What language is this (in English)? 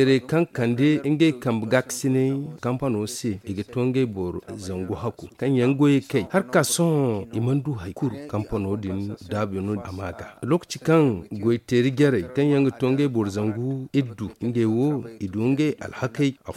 Zarma